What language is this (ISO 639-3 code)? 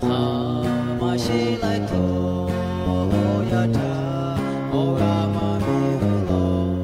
lhu